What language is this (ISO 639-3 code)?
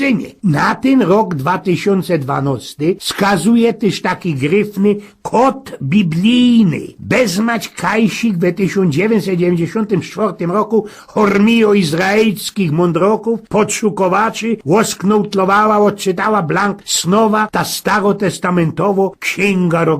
szl